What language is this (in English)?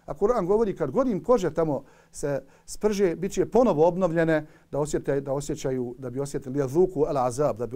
Bosnian